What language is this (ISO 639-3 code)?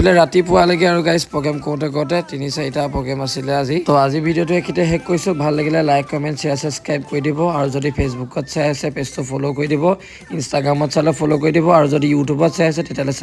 asm